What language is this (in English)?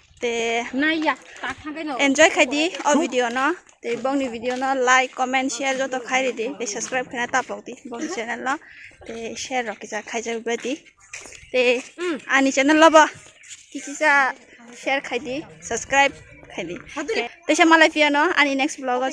Kok Borok